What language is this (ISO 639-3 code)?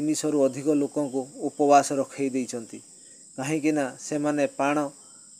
ori